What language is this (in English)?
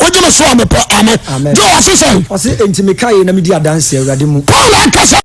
Akan